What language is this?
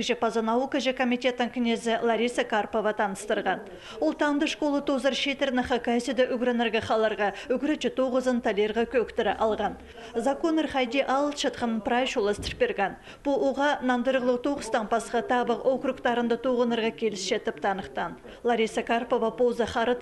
Khakas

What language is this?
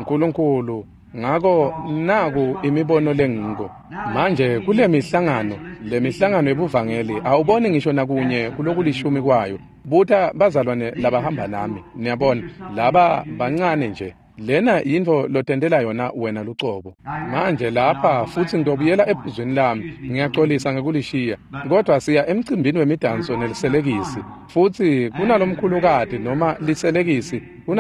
Swati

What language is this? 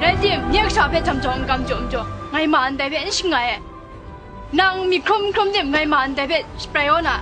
Kachin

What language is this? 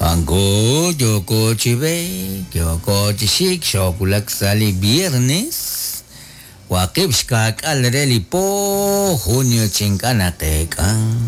Kekchí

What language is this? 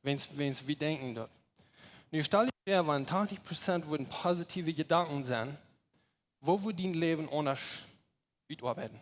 Plautdietsch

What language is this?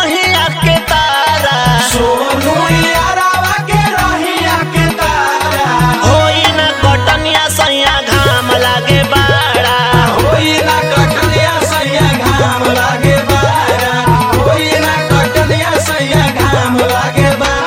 Bhojpuri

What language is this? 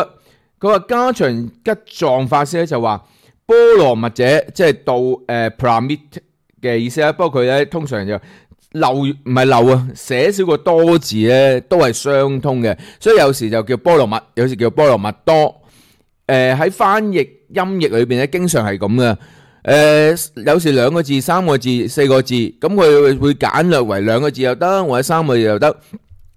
Cantonese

